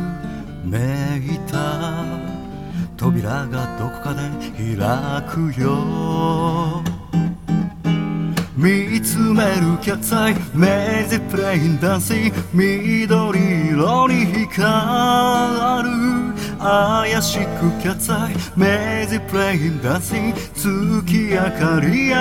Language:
Japanese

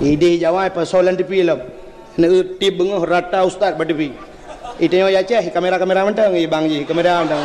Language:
Achinese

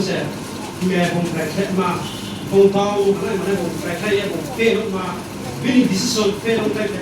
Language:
Riang (India)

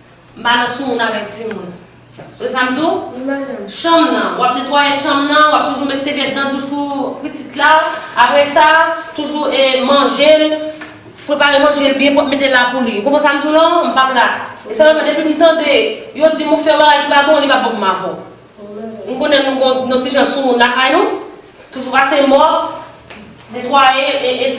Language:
Haitian Creole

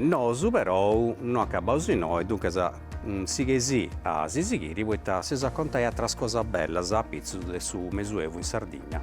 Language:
Sardinian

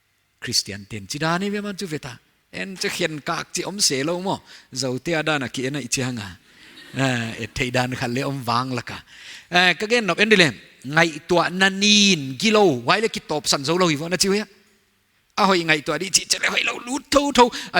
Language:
Paite Chin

